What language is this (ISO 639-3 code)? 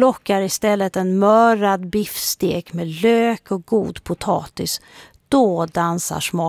swe